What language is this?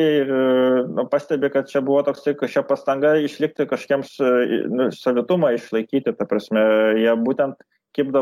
Lithuanian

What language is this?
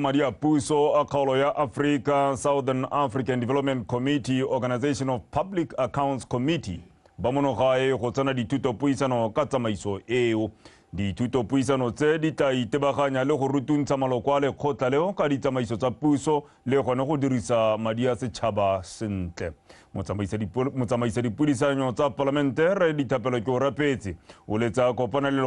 Tswana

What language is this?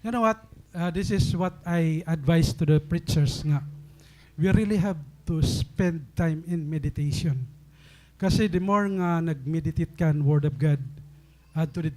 Waray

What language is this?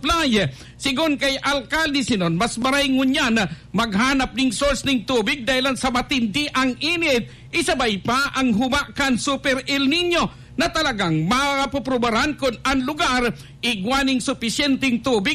Bikol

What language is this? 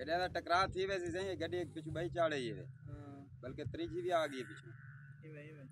Saraiki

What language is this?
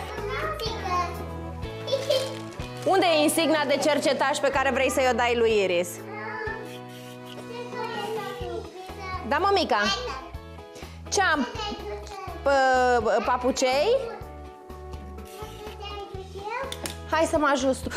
Romanian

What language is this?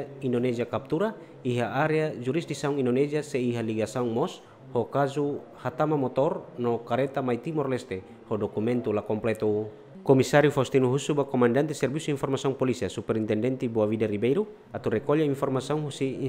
Tetum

